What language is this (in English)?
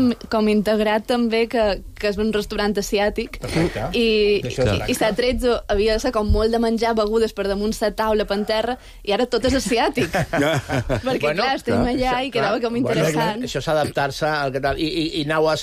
Catalan